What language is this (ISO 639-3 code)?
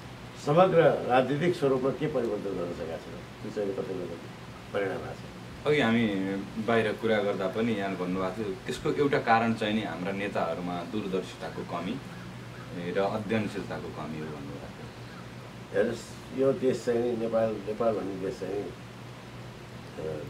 nep